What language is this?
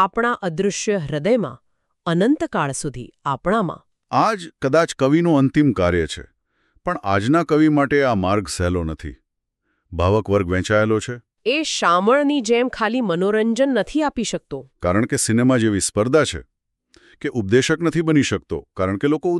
Gujarati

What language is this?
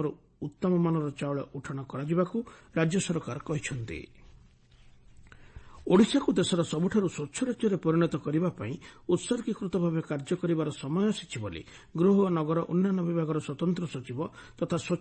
Odia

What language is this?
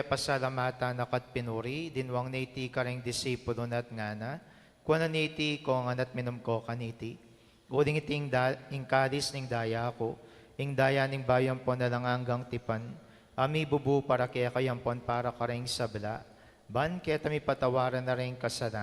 Pampanga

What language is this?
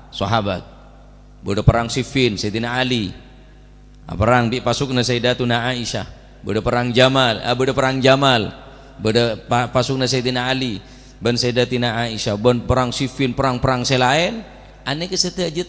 Madurese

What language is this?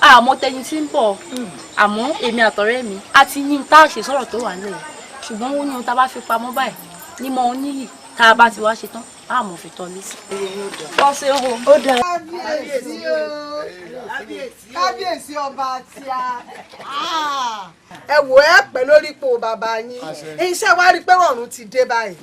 Yoruba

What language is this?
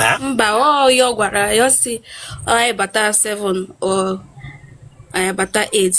Igbo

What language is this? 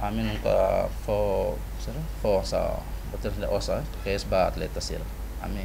Tetum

